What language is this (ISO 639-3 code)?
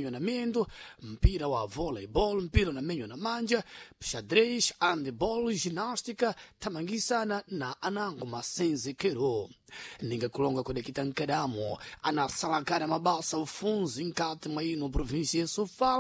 seh